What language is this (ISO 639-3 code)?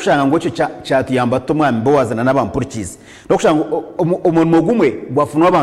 nyn